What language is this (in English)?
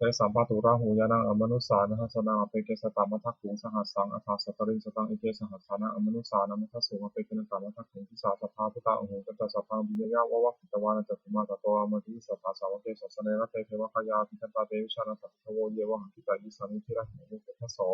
Pali